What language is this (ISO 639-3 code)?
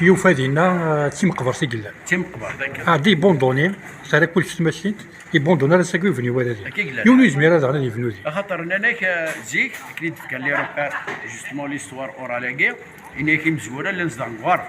kab